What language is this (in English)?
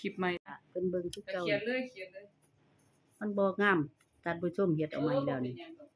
Northeastern Thai